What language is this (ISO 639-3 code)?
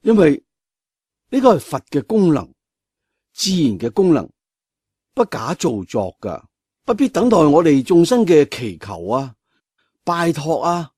yue